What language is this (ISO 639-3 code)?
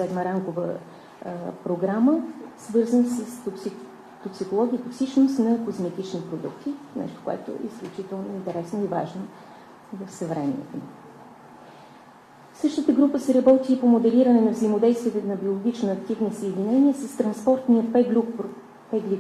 bul